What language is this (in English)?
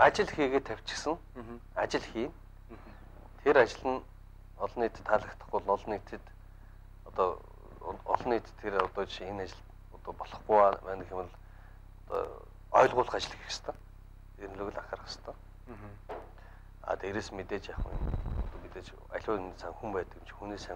Mongolian